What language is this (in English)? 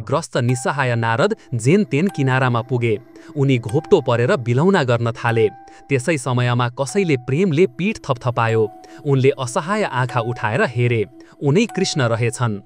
Nepali